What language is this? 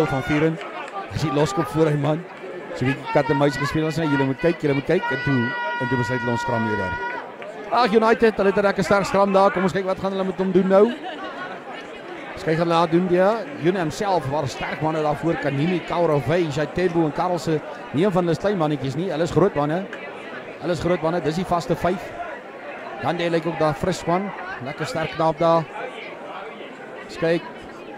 Afrikaans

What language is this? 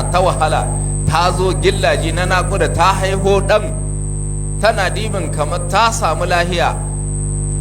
Hausa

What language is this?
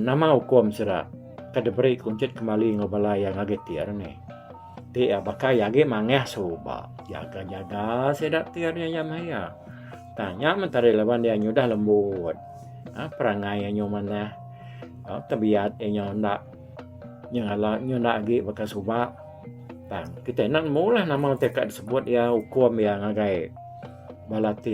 Iban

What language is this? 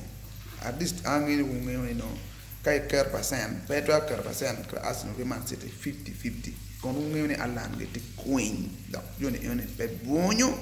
Acoli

